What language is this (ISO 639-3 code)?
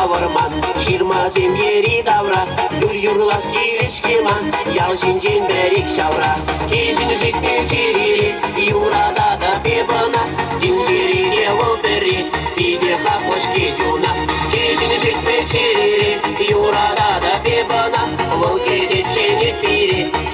chv